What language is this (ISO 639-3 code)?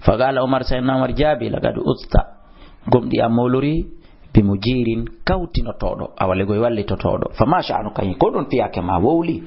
ful